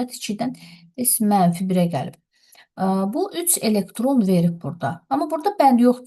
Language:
Azerbaijani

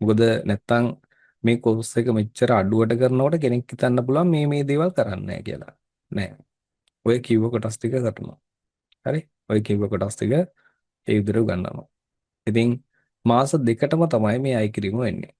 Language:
Sinhala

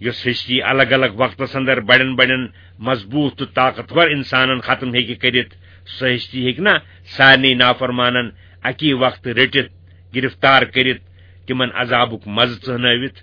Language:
Kashmiri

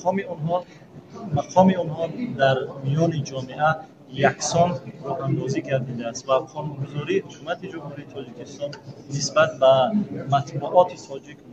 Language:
Tajik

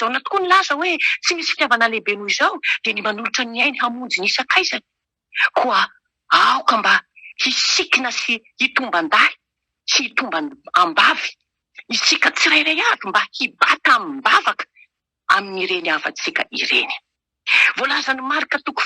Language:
Malagasy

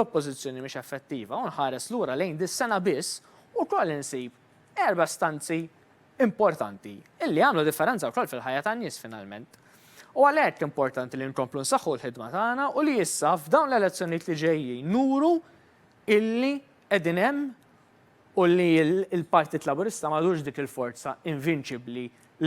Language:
Maltese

